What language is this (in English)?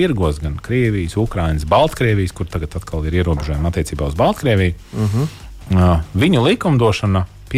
Latvian